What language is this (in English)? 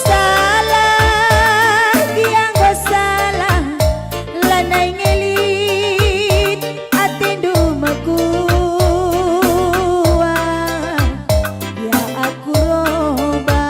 Batak Karo